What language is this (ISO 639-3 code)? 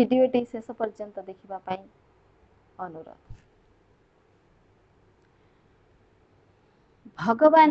ori